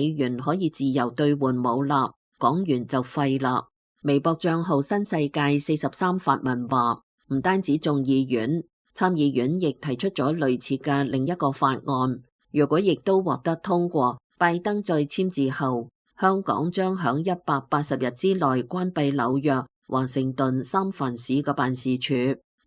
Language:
Cantonese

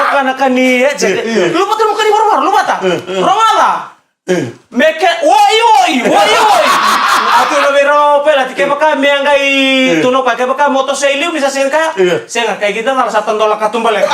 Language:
Fijian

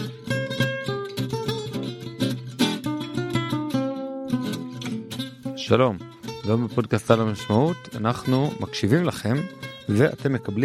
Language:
Hebrew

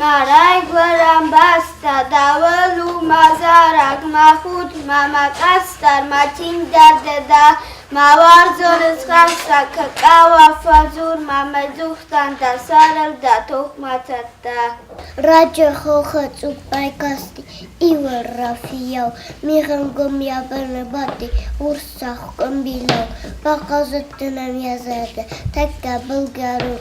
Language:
Ossetic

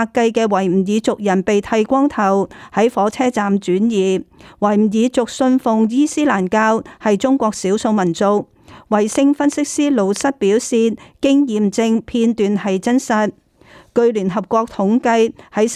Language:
Cantonese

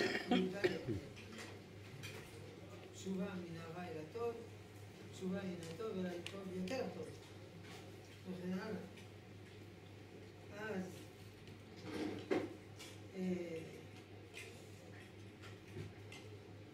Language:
Hebrew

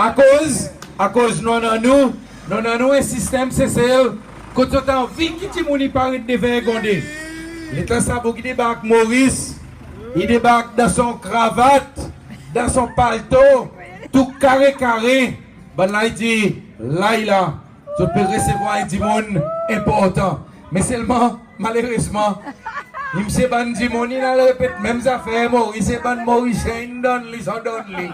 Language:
Seselwa Creole French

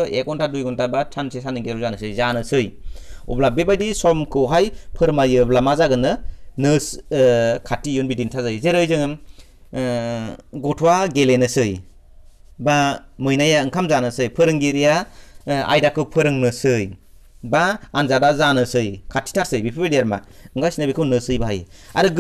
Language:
Bodo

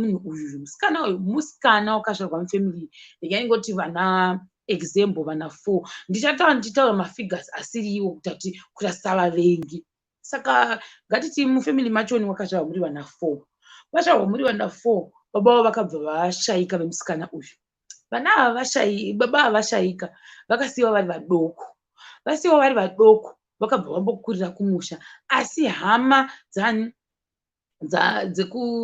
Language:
Shona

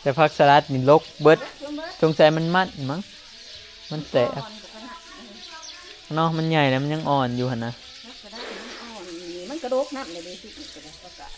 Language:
Northeastern Thai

